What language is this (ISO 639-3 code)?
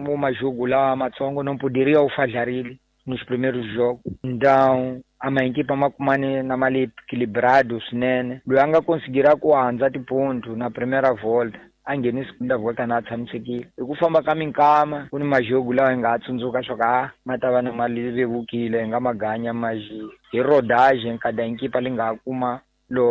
tso